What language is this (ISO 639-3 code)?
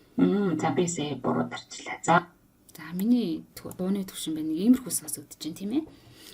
mon